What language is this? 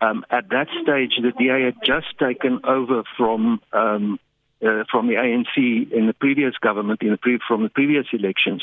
English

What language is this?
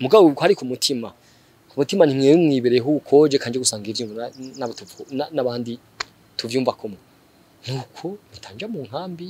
Rundi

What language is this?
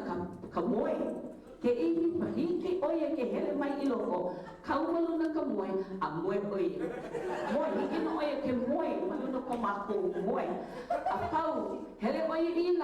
Hawaiian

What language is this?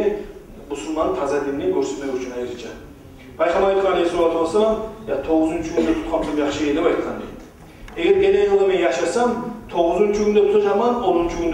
Kumyk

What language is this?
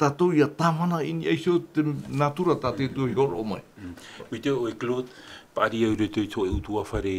Tahitian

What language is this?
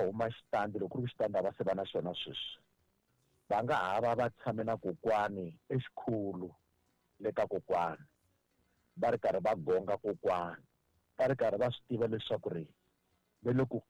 Tsonga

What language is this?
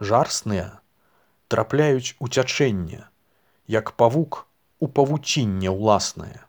Belarusian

